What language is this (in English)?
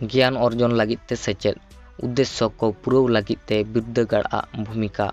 Santali